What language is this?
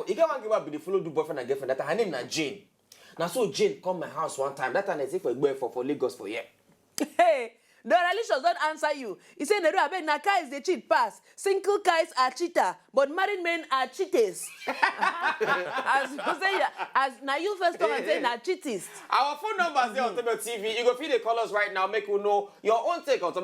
Nigerian Pidgin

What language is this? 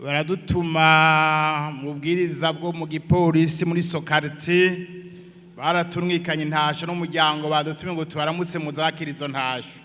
Rundi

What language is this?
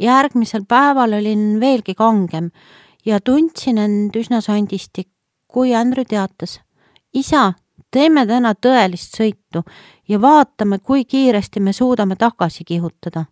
Estonian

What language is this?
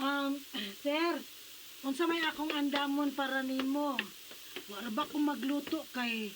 Cebuano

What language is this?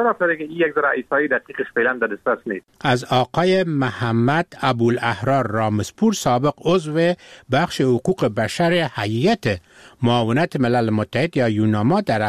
Persian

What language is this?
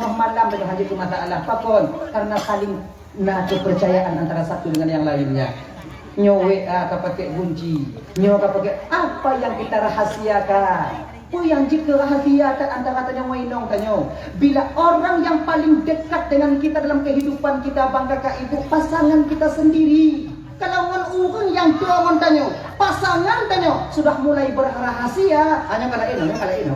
Achinese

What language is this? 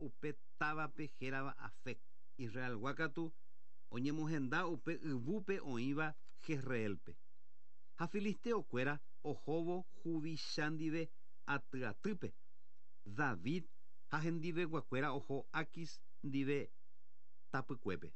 Guarani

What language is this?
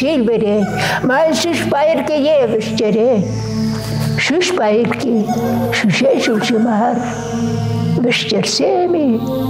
Chuvash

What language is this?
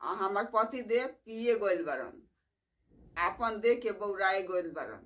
Bhojpuri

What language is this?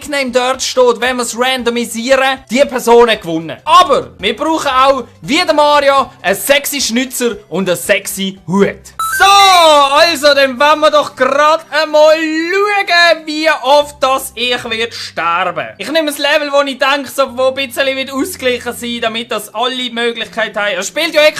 Swiss German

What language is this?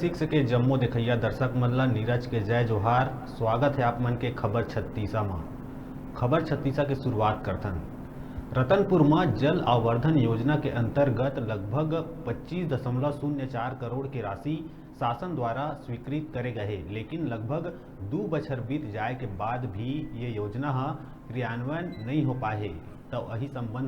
Chhattisgarhi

